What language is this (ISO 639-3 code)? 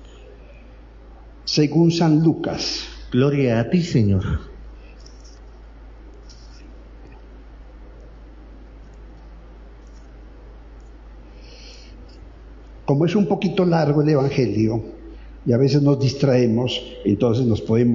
spa